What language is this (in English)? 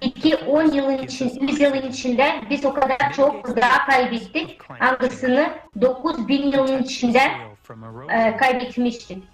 Gagauz